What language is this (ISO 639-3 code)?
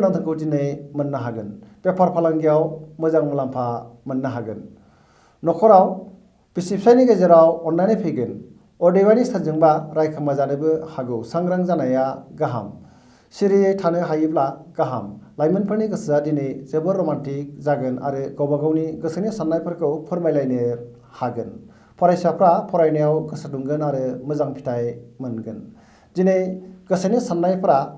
brx